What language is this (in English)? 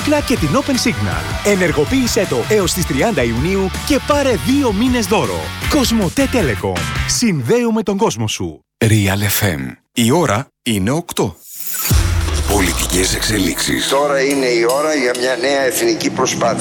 Greek